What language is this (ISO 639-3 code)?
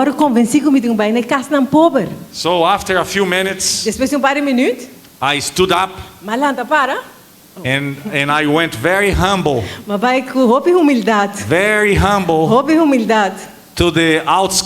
pap